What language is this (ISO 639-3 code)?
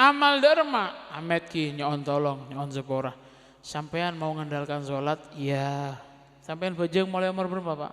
mad